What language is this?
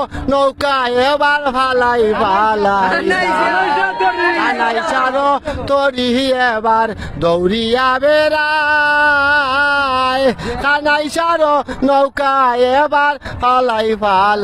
Sylheti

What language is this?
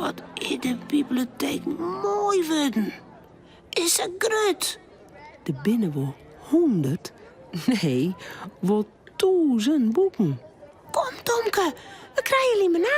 Western Frisian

